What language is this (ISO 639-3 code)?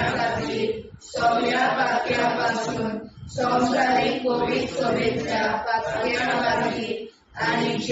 kok